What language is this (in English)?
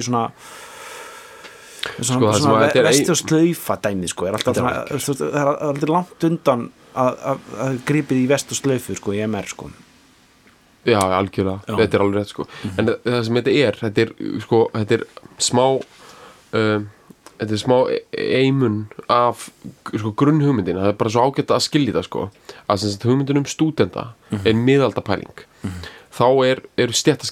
Icelandic